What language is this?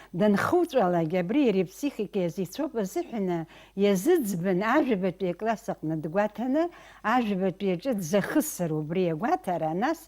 Abkhazian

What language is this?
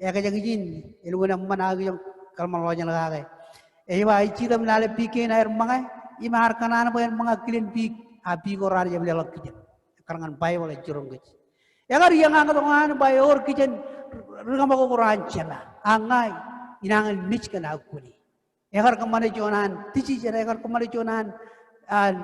Marshallese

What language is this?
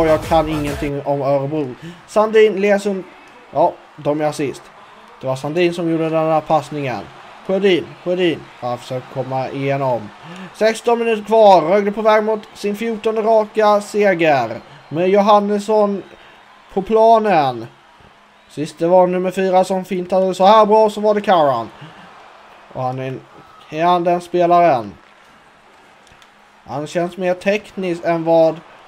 Swedish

